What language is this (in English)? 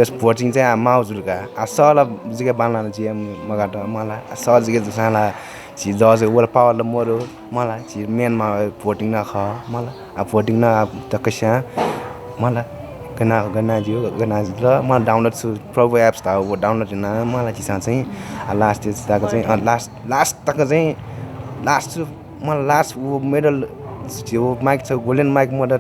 Newari